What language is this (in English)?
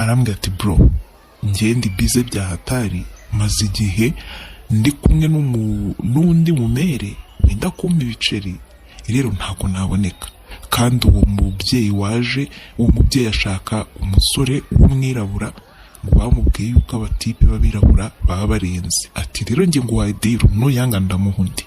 Kinyarwanda